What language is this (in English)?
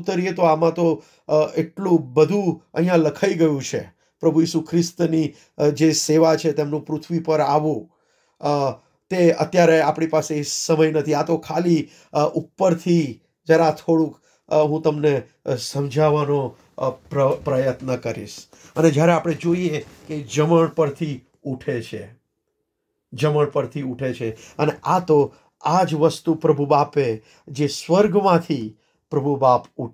Gujarati